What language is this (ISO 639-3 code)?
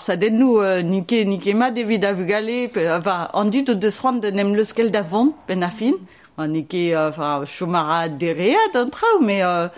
bre